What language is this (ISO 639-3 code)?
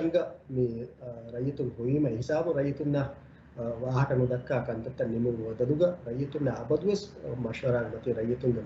div